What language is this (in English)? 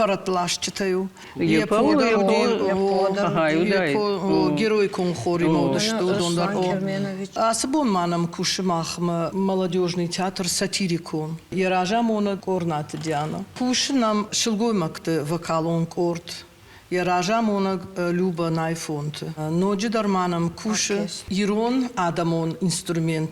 Ossetic